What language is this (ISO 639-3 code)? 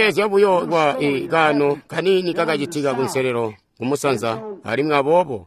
toi